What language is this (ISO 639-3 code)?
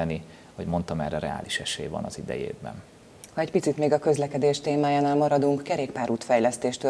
hun